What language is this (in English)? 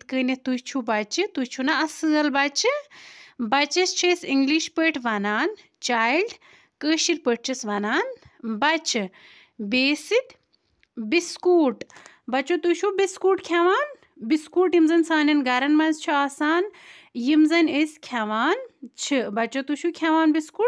Kashmiri